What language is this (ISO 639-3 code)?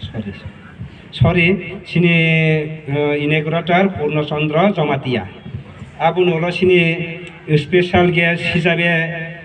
trp